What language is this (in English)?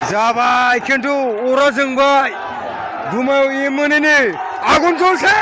Bodo